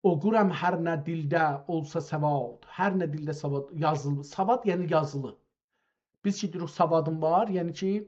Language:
South Azerbaijani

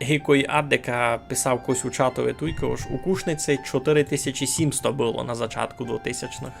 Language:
Rusyn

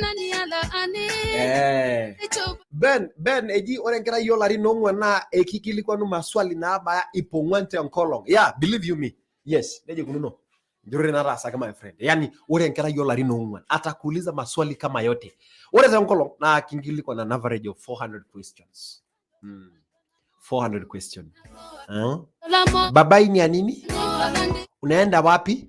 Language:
Masai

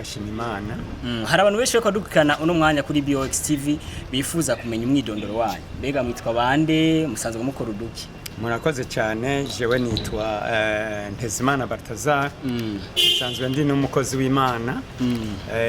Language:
Rundi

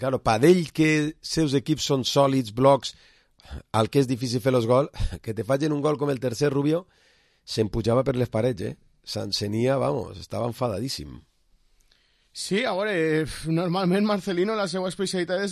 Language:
Catalan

